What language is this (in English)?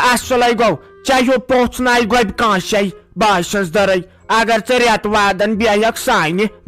Kashmiri